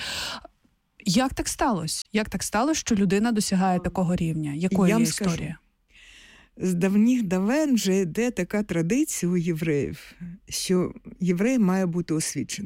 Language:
Ukrainian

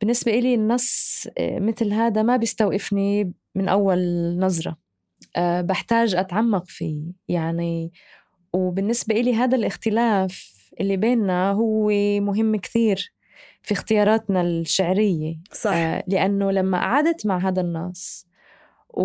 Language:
North Levantine Arabic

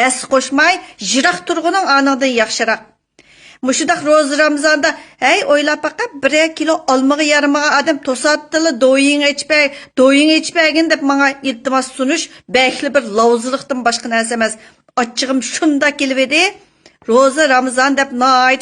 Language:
Uyghur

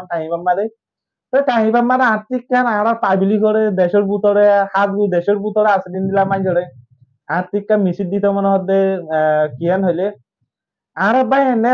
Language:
Rohingya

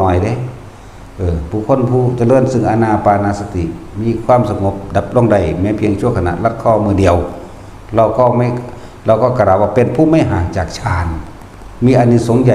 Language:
Northeastern Thai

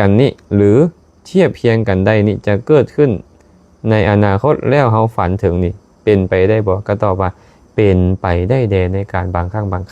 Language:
Lao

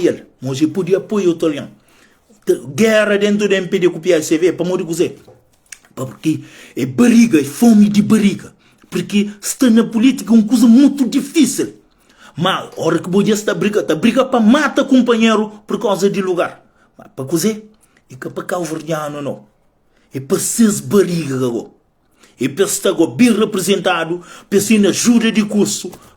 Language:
Kabuverdianu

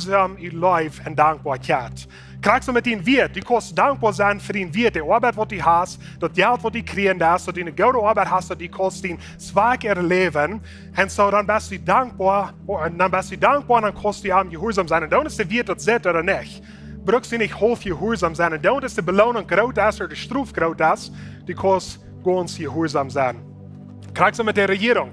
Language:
Plautdietsch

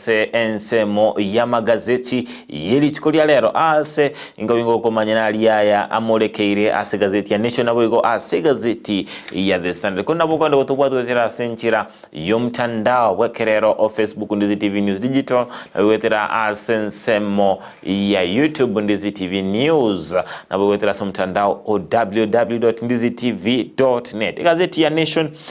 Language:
Gusii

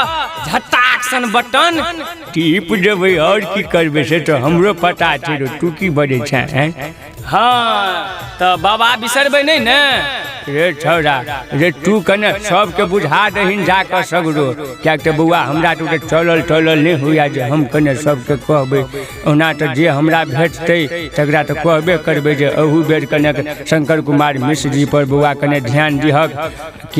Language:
Maithili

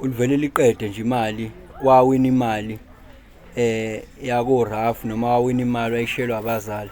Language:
Zulu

